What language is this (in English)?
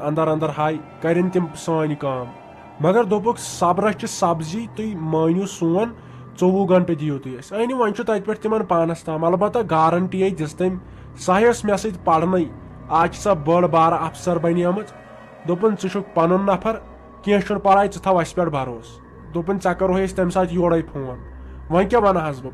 Kashmiri